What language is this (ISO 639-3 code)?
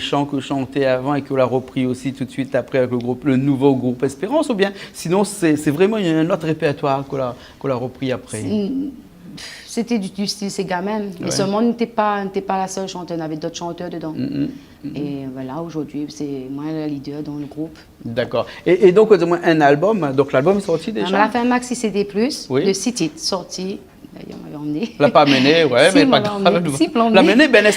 rcf